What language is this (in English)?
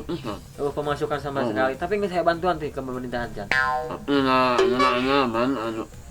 Sundanese